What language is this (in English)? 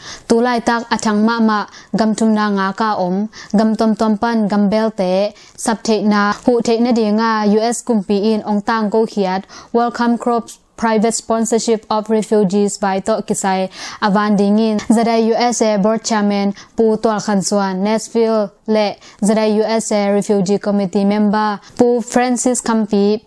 Tedim Chin